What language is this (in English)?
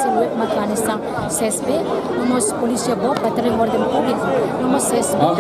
Tetum